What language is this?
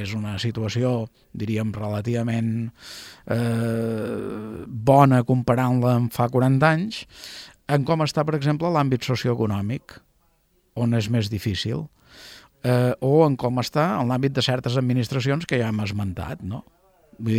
Catalan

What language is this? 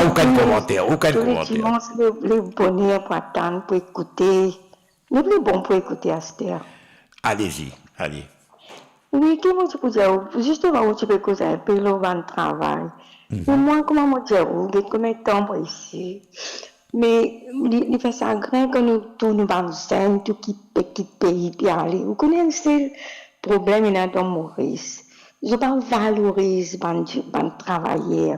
Morisyen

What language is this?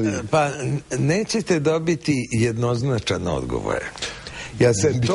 Serbian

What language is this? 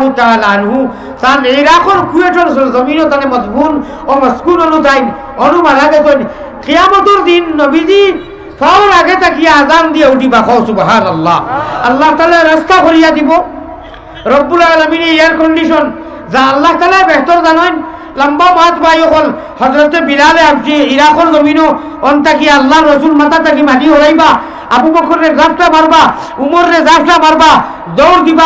Sylheti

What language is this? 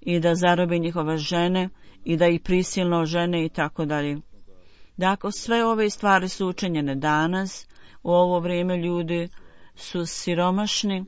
Bosnian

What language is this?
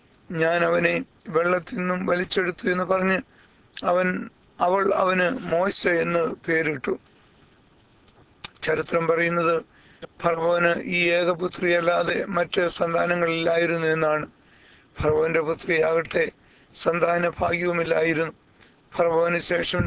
Malayalam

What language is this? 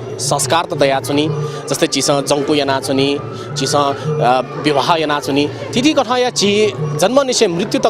Newari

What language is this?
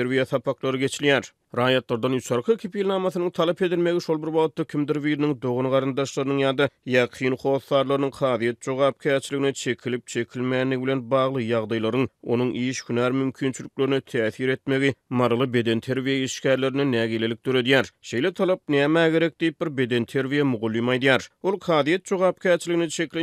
Turkmen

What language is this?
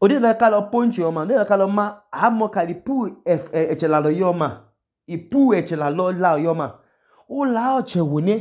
Idoma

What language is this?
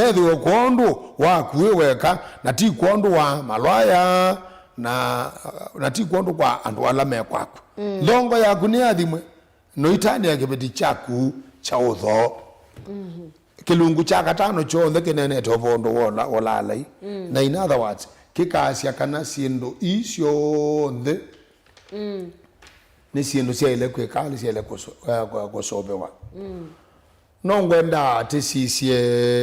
Kamba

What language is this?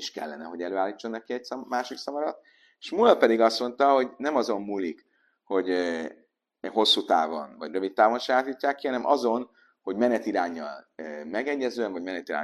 Hungarian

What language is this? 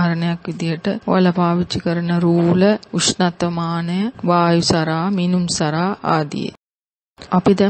Sinhala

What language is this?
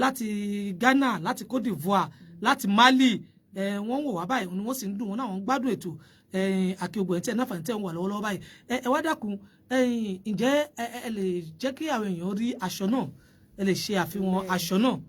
Yoruba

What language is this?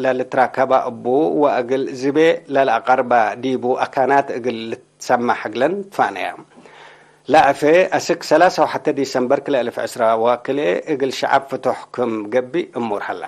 Tigre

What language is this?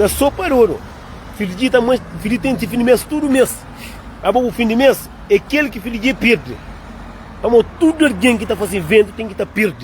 Kabuverdianu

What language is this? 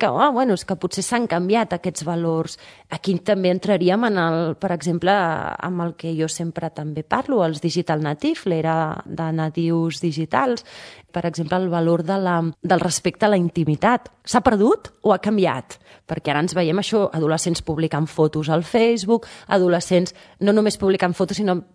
Catalan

